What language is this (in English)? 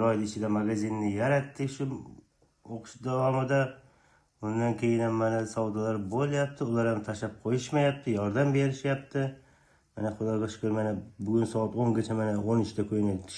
Uzbek